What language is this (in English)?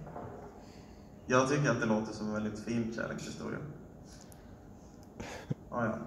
Swedish